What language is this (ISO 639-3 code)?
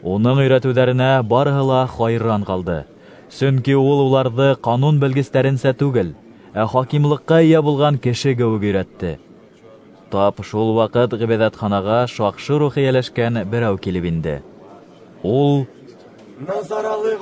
bak